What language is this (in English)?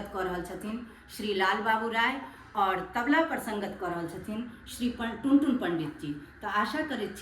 Maithili